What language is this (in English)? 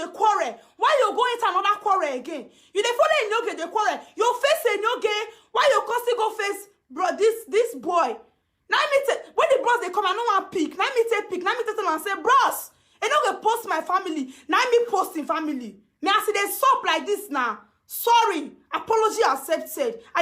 Nigerian Pidgin